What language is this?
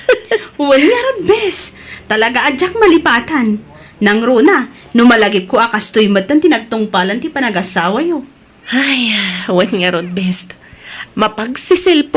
Iloko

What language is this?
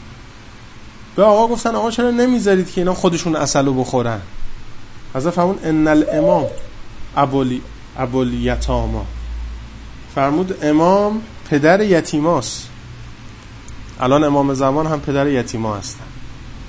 Persian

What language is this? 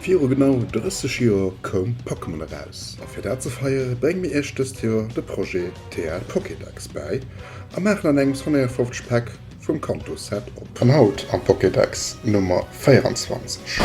Luxembourgish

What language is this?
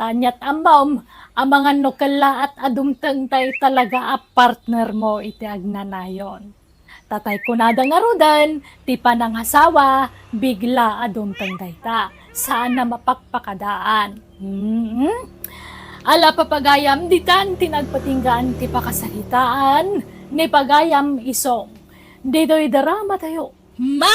Iloko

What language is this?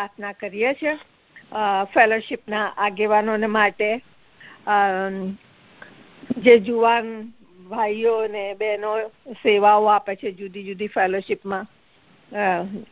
Gujarati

